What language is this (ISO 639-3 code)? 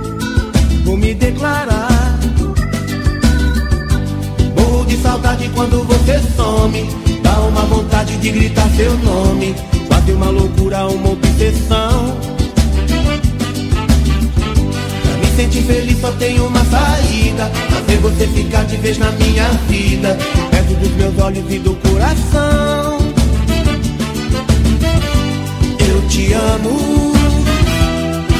por